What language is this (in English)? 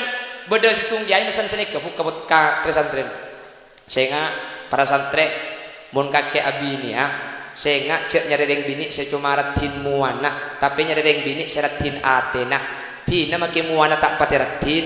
Madurese